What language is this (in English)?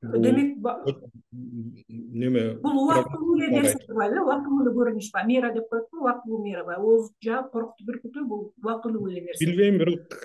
Kyrgyz